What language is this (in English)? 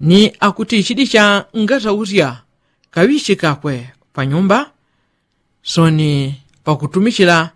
Yao